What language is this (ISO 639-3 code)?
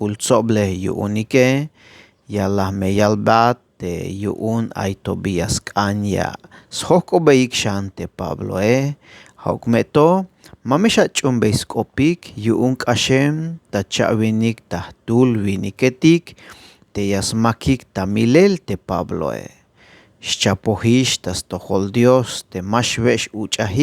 tzh